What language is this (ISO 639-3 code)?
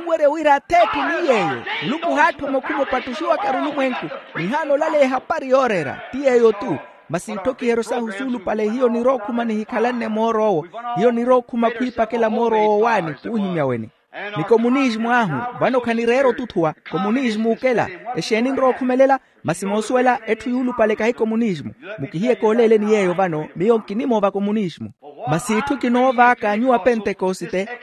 vmw